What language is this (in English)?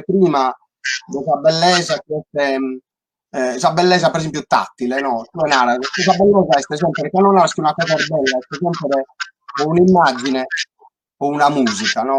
Sardinian